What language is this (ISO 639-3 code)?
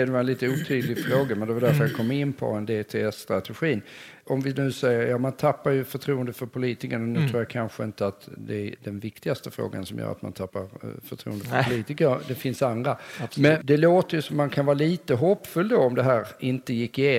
swe